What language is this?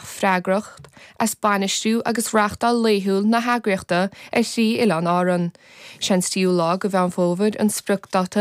Irish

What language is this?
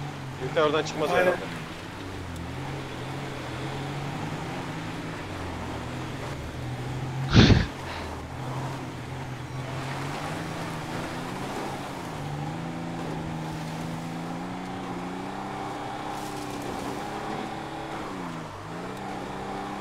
Turkish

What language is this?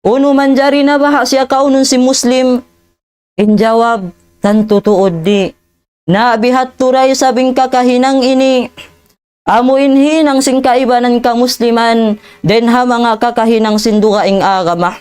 Tausug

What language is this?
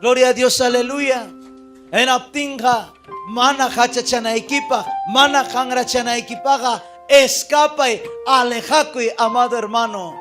Ayacucho Quechua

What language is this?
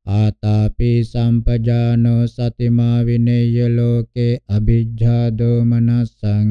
Pali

